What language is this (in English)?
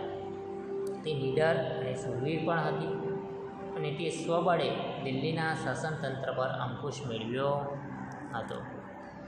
Gujarati